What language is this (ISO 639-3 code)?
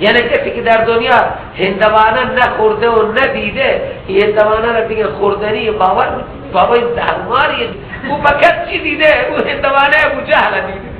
fas